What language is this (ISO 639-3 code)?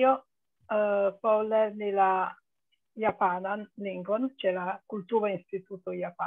epo